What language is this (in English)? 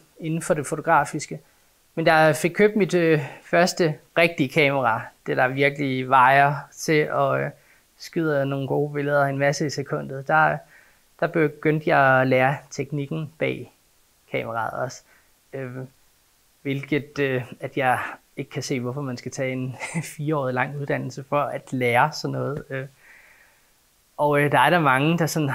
Danish